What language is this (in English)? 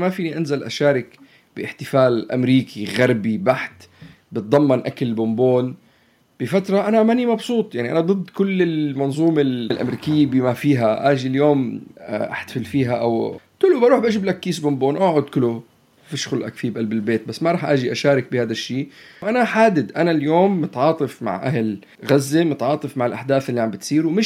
North Levantine Arabic